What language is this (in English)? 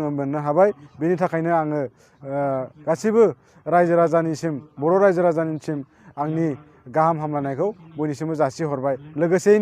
Bodo